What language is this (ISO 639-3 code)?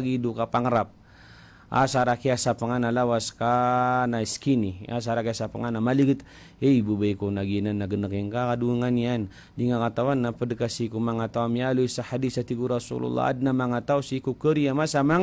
mrw